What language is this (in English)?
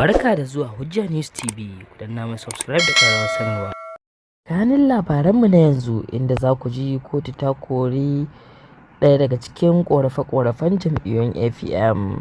Hausa